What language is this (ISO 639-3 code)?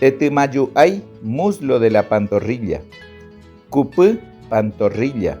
grn